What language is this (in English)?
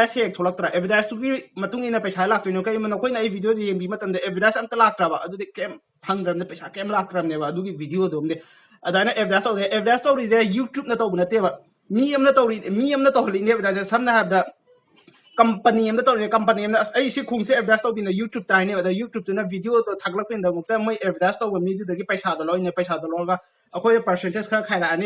Manipuri